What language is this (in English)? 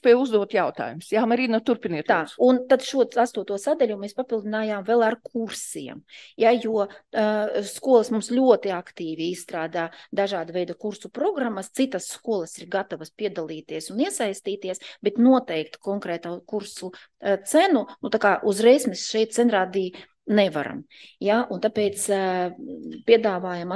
Latvian